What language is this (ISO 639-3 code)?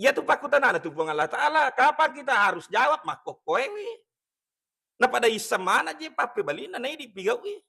bug